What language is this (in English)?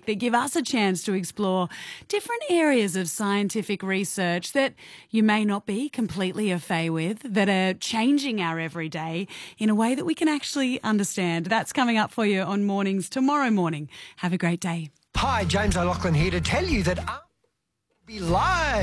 English